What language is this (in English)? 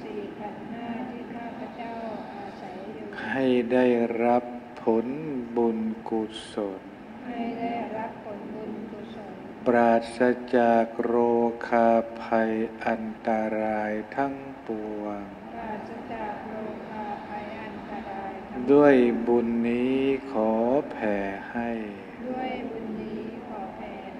Thai